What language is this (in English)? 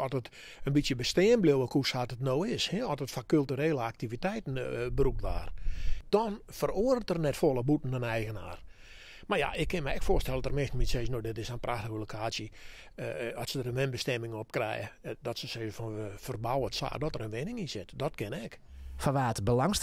Western Frisian